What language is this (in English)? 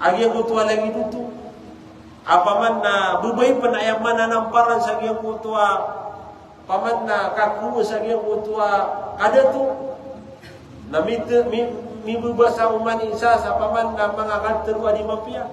Maranao